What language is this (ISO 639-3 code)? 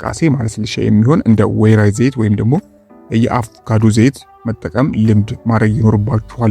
amh